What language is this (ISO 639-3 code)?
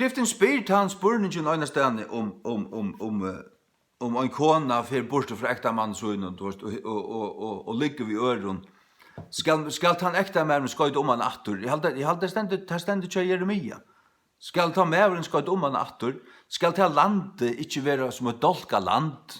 fao